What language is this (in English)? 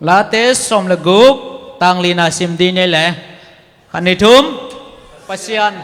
Tedim Chin